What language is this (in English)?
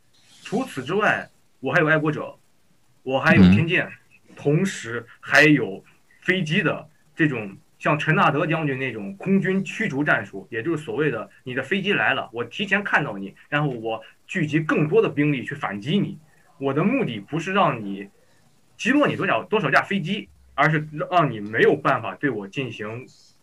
Chinese